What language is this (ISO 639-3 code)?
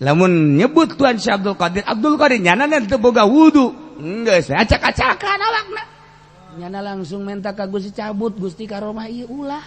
sun